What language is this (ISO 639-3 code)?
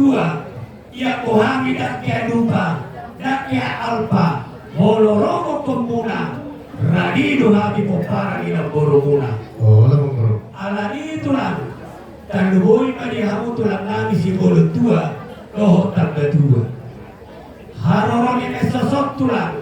bbc